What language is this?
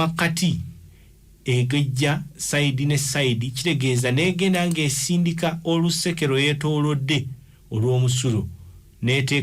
Ganda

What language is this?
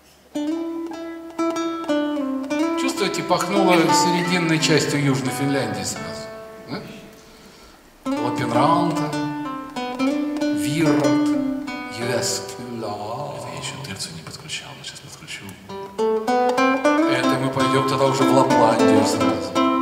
Russian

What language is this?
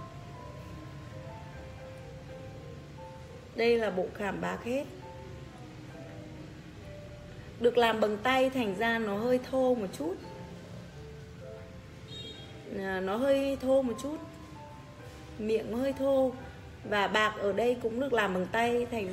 Vietnamese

